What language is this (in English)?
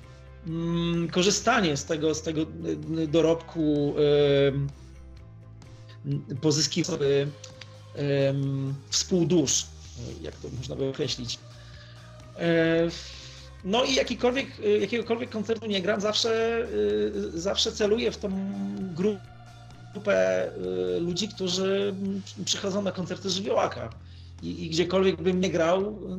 Polish